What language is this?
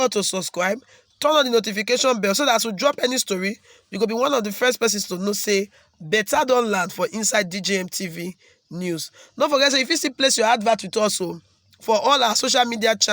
Nigerian Pidgin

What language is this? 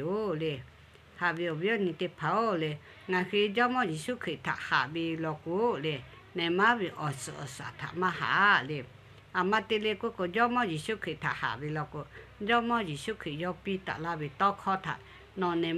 Lahu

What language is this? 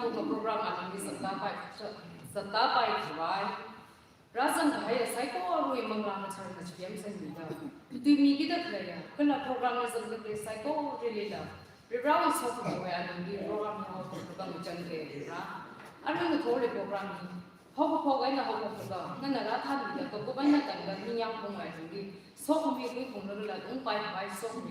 Tangkhul Naga (India)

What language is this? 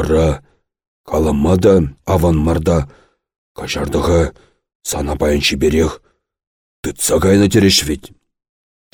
Chuvash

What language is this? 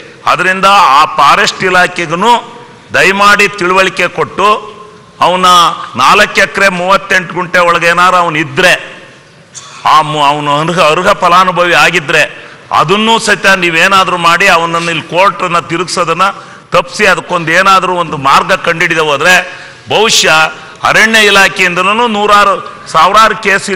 Kannada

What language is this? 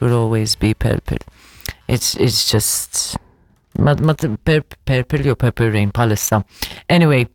Maltese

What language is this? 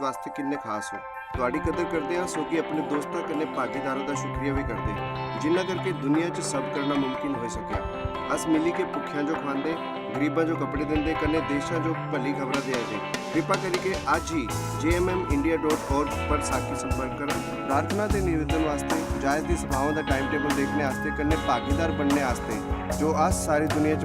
Dogri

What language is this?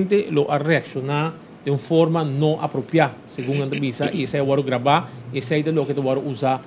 Papiamento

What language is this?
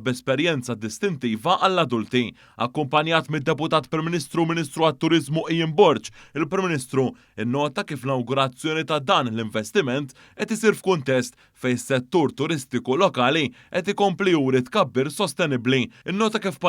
Maltese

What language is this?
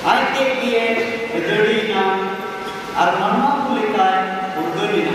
Santali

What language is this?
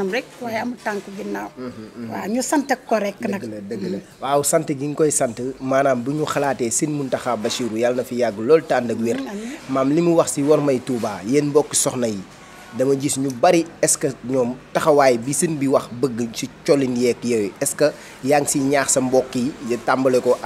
Wolof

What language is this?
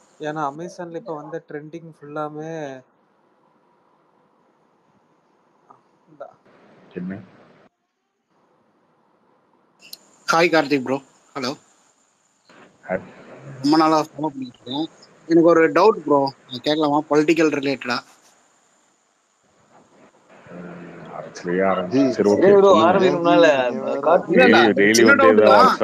Tamil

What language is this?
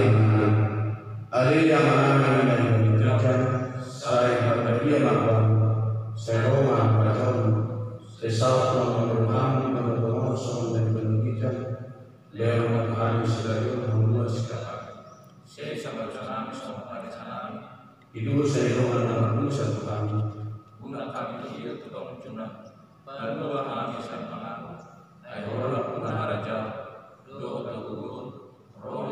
Batak Toba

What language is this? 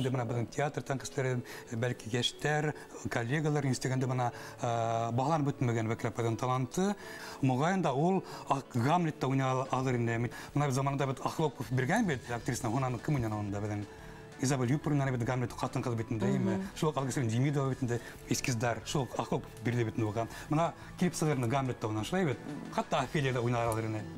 Bashkir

